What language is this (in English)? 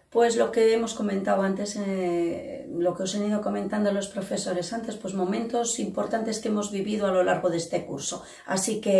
Spanish